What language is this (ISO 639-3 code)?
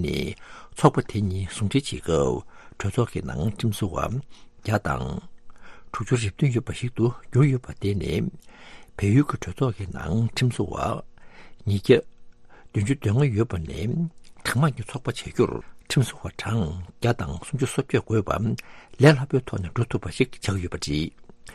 bod